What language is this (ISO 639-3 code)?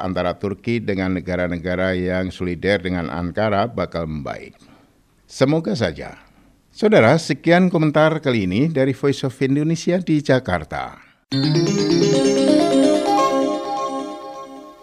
ind